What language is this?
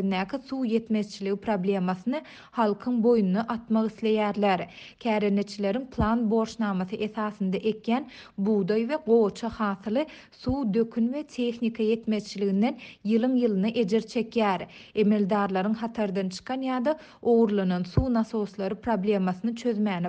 Turkmen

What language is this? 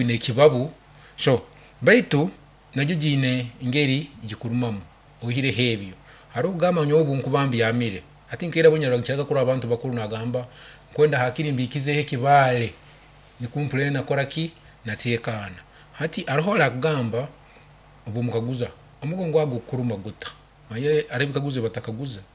Nyoro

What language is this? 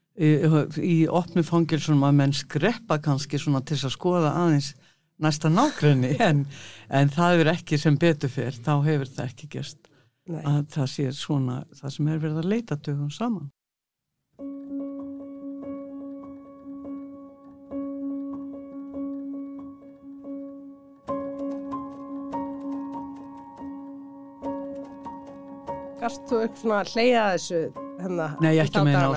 Icelandic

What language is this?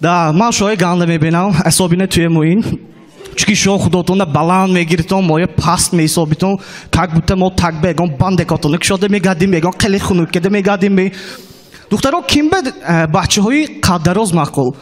Tajik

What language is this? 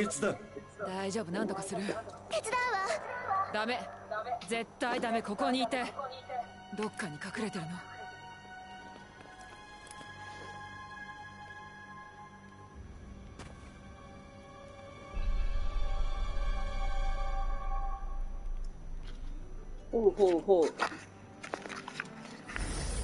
Japanese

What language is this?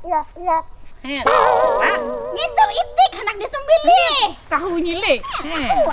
Banjar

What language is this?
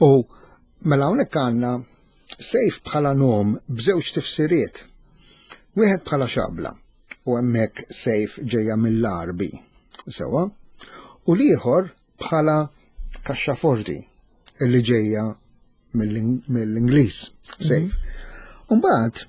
Maltese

